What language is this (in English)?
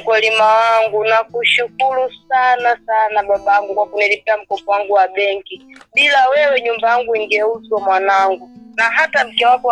Swahili